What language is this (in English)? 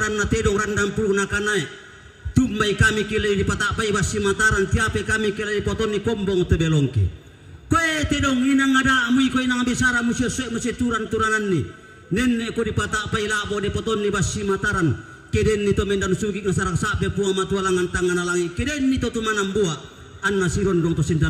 Toraja-Sa'dan